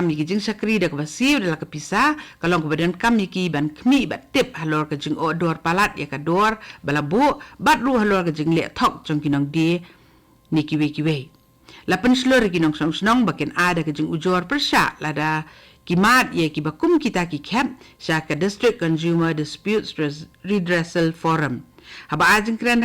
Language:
Khasi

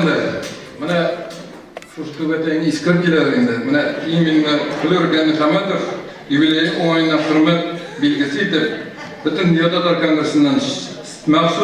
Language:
Tatar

